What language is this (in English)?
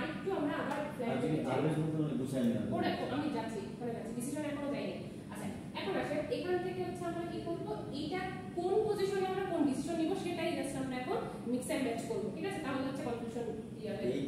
Bangla